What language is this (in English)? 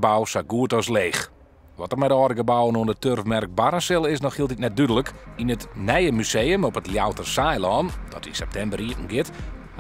Western Frisian